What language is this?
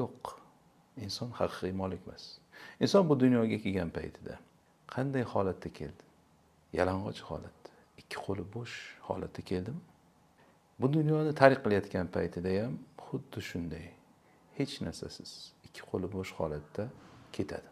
Uzbek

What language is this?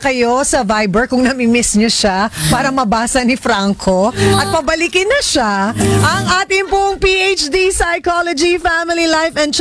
Filipino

